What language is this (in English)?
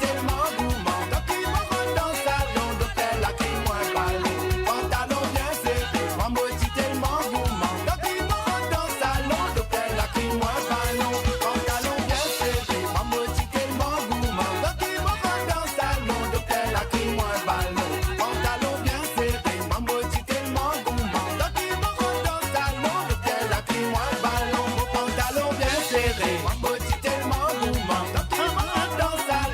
Morisyen